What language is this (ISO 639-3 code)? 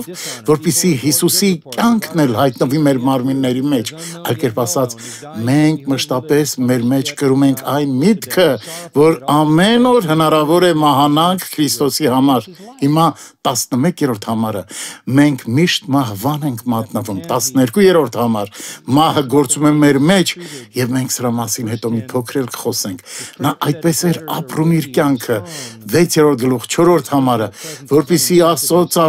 hye